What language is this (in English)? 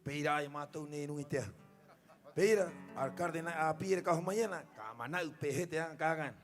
Rapanui